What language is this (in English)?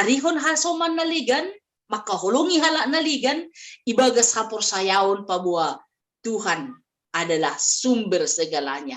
Batak Simalungun